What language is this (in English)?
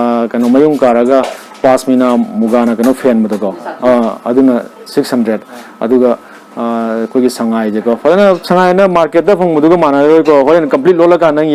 Manipuri